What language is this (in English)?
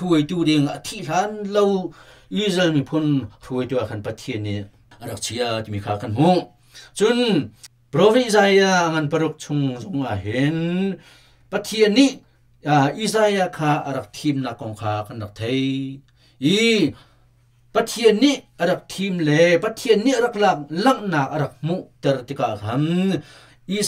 Hakha Chin